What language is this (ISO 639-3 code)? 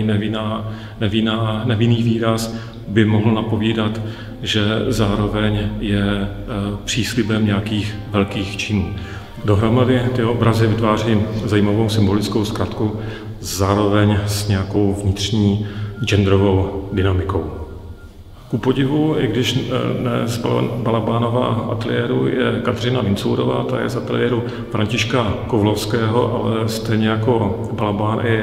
ces